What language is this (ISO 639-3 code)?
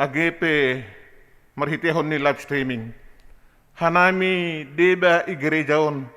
bts